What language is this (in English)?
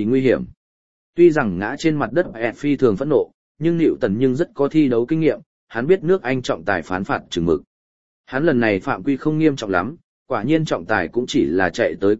Vietnamese